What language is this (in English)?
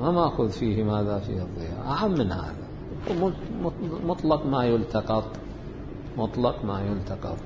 Mesopotamian Arabic